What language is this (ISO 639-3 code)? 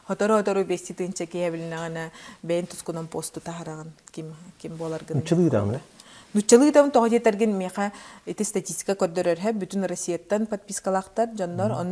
sah